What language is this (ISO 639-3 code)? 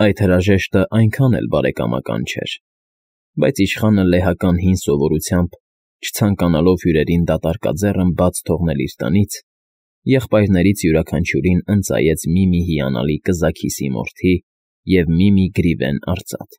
hye